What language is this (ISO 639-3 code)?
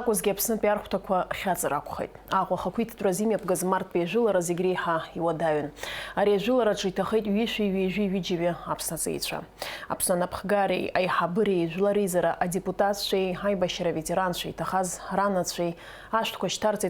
abk